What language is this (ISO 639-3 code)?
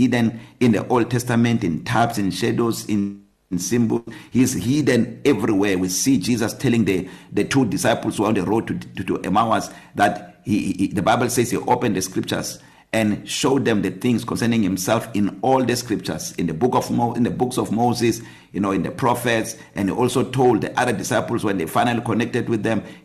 eng